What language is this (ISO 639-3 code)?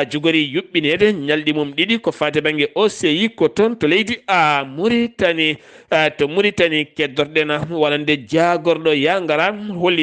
ful